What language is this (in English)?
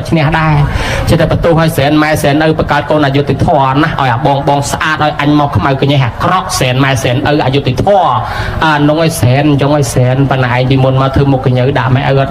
Khmer